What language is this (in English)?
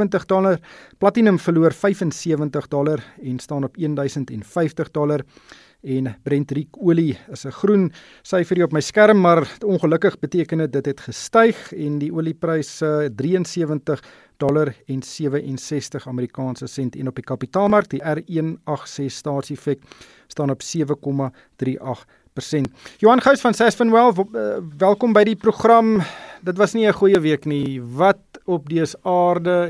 Afrikaans